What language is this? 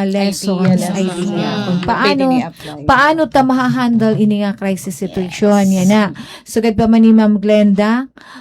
Waray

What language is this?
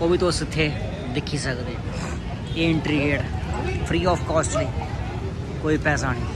Dogri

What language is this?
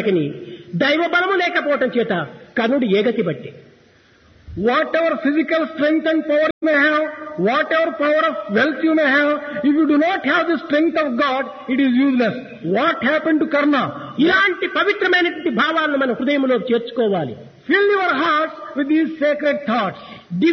Telugu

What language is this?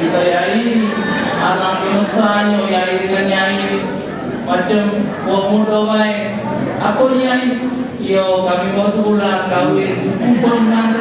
Musi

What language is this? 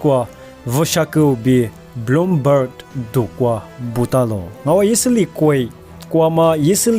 Lisu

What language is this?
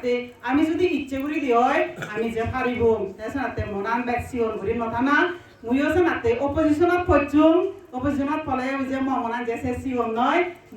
Chakma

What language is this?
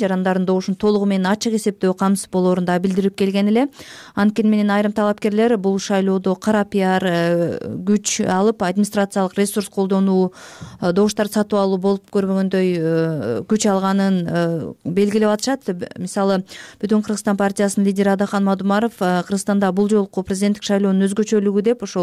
Kyrgyz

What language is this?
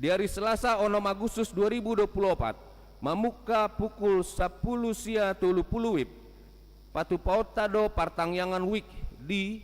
Batak Toba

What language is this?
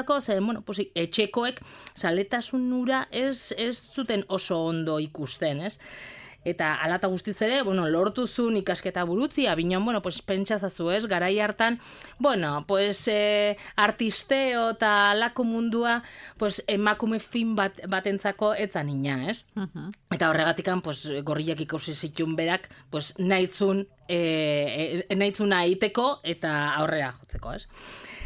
Basque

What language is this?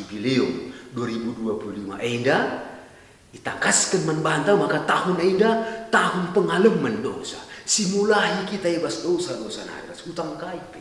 Batak Karo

